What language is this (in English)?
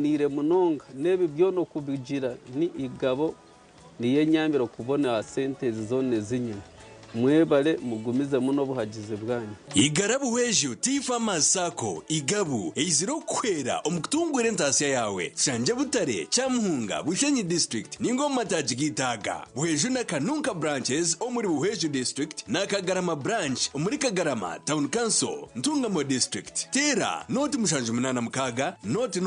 Nyankole